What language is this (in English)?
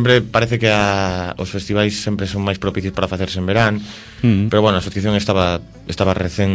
Galician